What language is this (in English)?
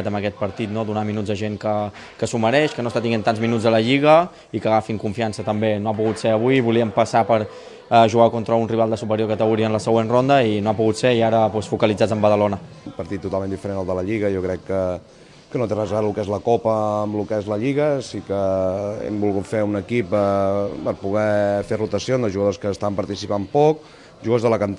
Catalan